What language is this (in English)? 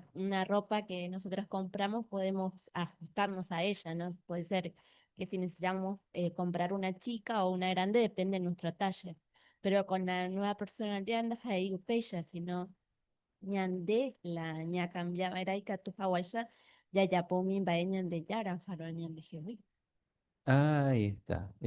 Guarani